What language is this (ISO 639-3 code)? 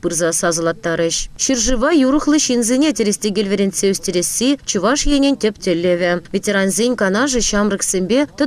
chv